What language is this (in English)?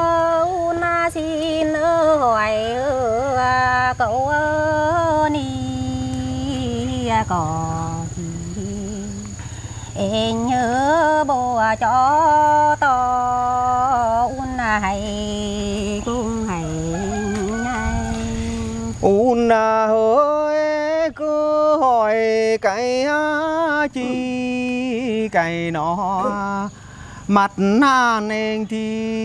Vietnamese